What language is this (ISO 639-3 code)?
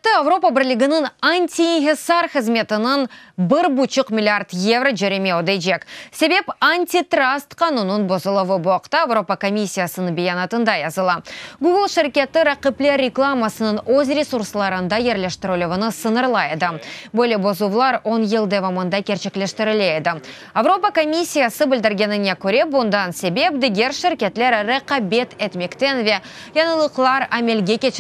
crh